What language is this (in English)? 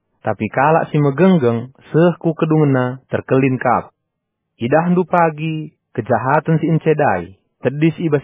Batak Karo